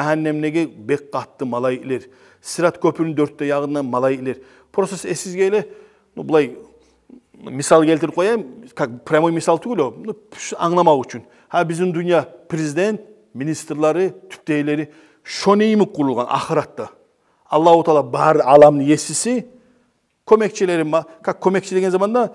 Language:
Kumyk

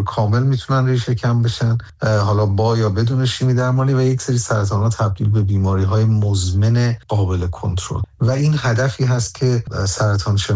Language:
Persian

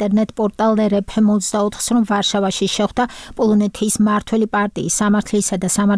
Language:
Georgian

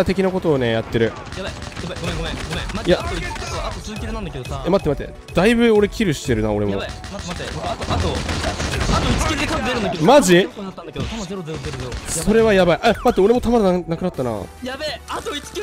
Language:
Japanese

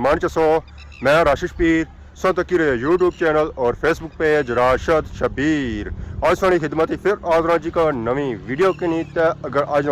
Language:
Pahari-Potwari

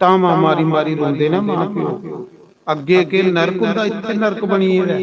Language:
Dogri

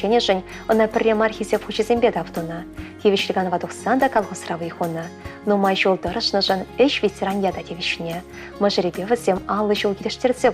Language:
Chuvash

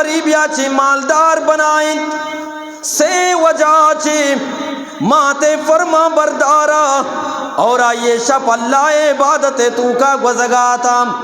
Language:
Eastern Balochi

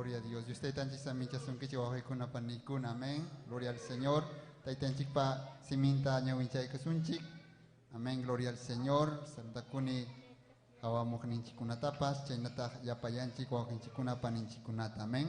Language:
Ayacucho Quechua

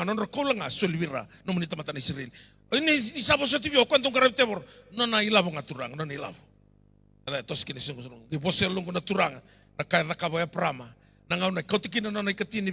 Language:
Fijian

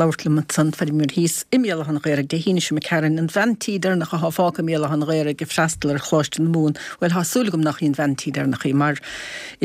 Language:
Irish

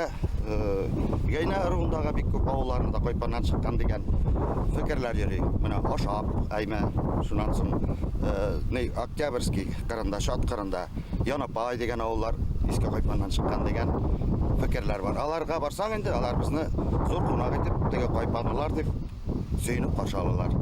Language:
Bashkir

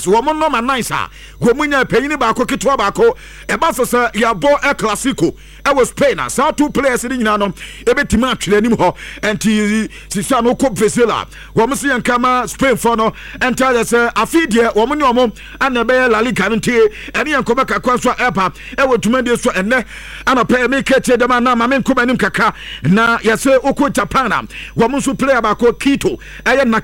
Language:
Akan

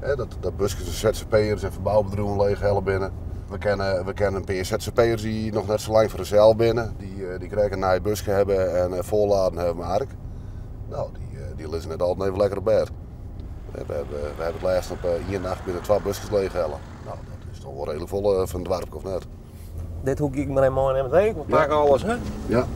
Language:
Western Frisian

